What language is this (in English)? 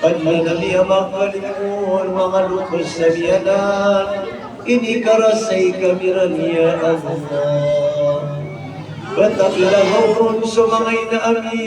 Maranao